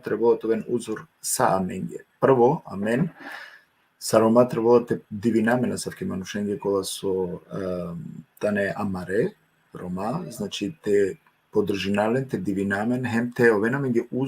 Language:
Balkan Romani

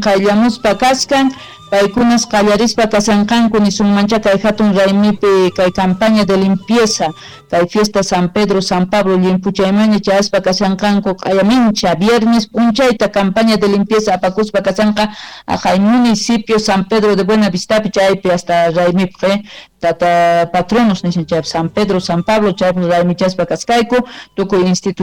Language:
Quechua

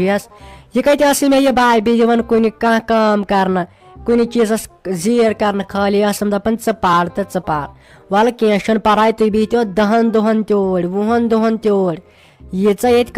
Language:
Kashmiri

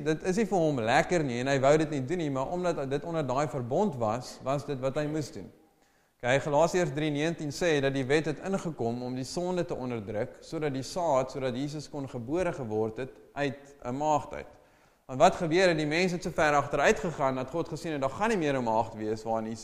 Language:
Afrikaans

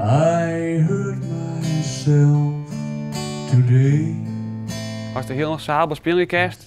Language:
Western Frisian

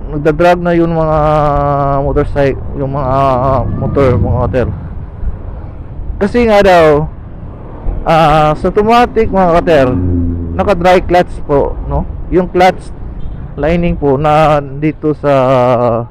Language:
Filipino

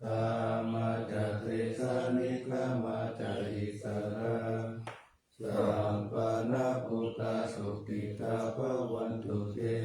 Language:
Pali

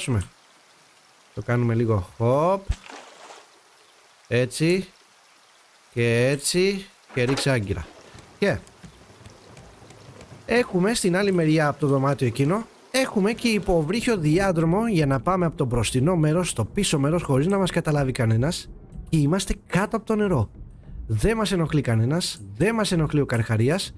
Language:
Greek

